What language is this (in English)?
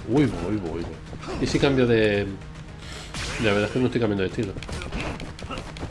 Spanish